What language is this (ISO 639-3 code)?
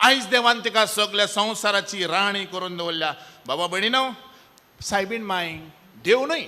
kok